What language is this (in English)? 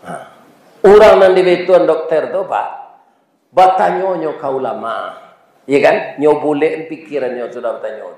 Minangkabau